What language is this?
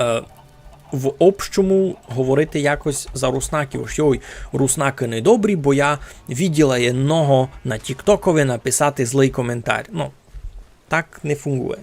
Rusyn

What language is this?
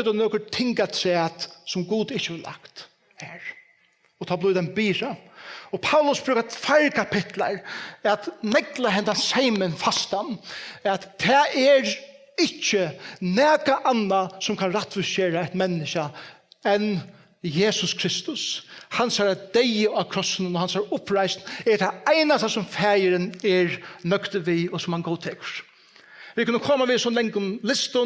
Faroese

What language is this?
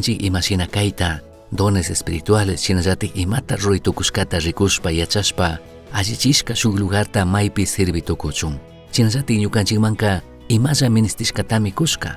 Chimborazo Highland Quichua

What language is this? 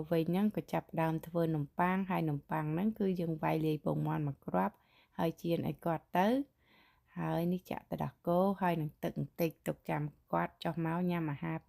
Khmer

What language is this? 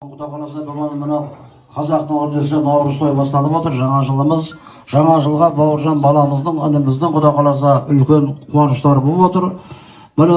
Kazakh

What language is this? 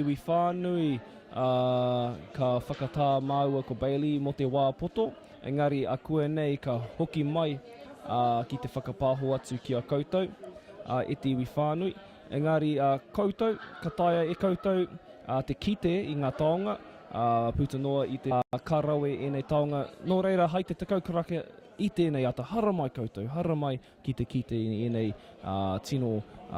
Māori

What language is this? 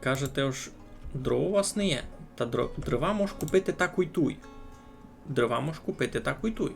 Rusyn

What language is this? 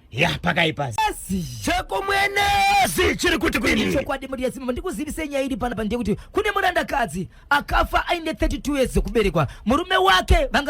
Shona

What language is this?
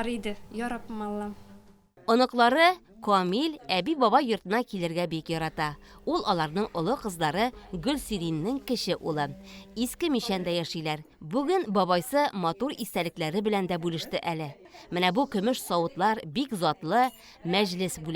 Tatar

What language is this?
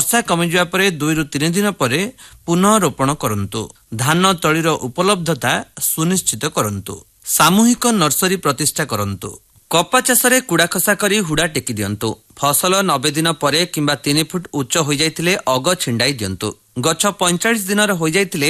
Odia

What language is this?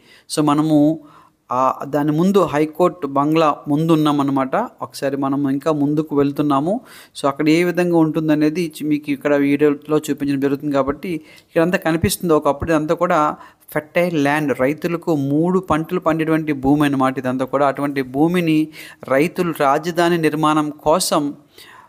Telugu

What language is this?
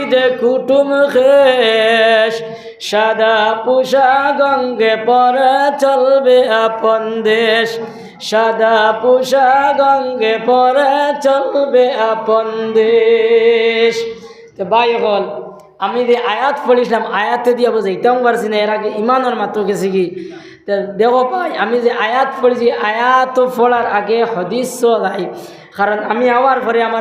Sylheti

